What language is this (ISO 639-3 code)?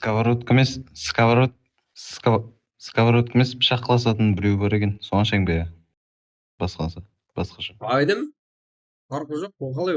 kaa